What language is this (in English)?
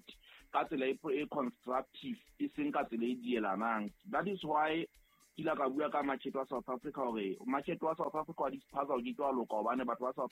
Southern Sotho